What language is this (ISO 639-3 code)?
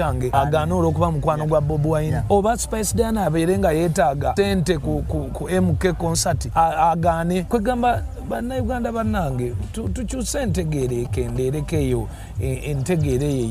lug